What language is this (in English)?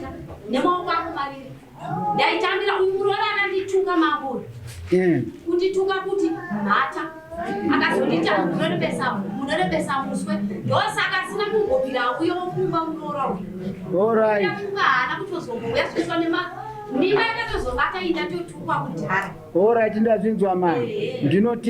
Shona